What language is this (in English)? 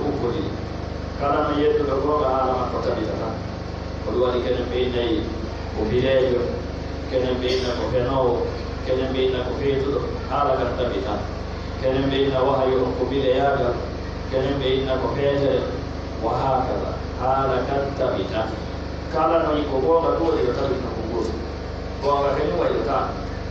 Pular